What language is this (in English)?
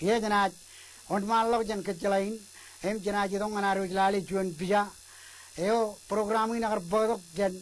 Marshallese